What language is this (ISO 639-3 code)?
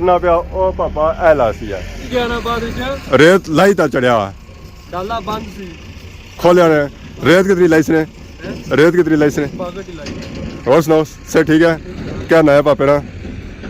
phr